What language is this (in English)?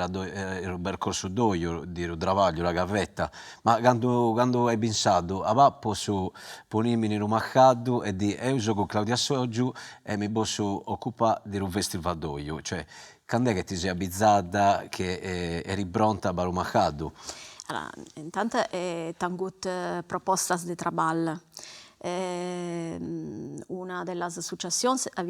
Sardinian